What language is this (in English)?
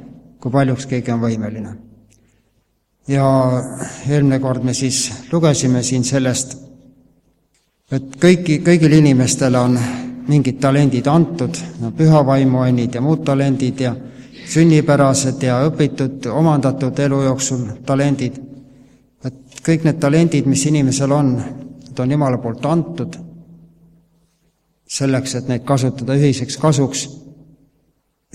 Estonian